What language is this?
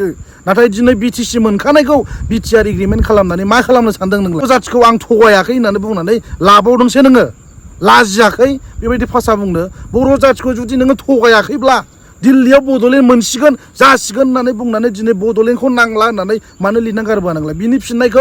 Bodo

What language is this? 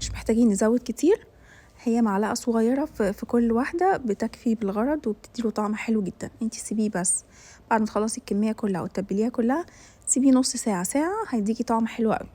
Egyptian Arabic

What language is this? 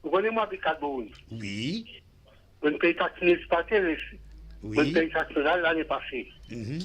Morisyen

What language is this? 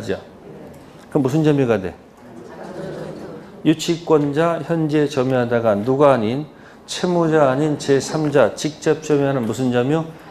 Korean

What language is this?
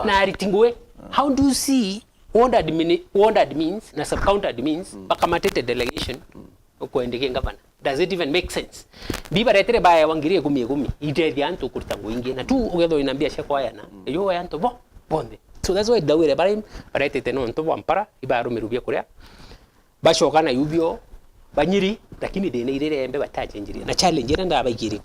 Meru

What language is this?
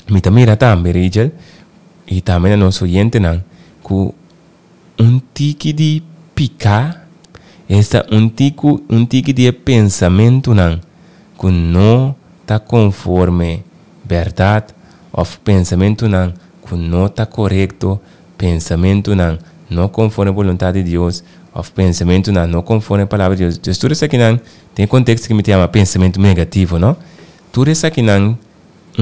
Papiamento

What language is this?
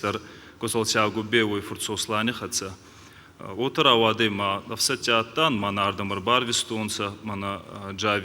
Ossetic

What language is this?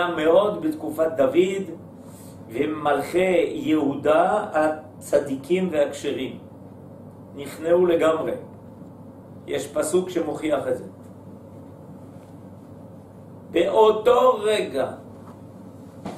Hebrew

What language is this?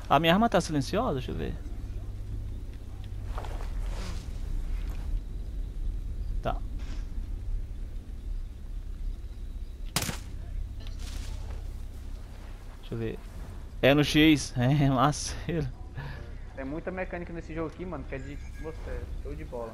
Portuguese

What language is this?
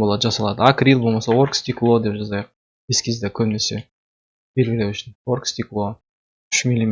Kazakh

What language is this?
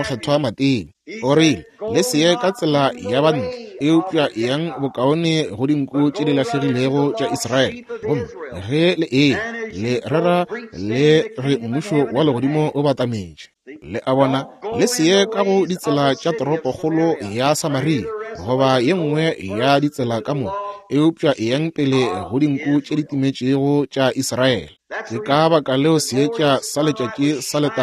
Northern Sotho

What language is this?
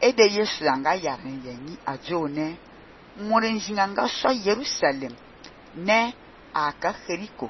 Fang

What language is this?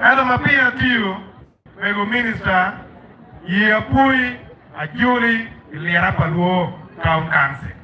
Acoli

